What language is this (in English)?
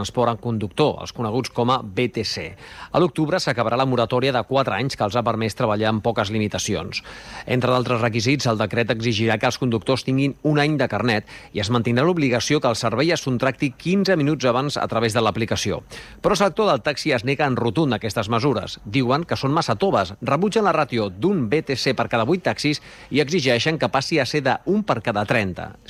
Catalan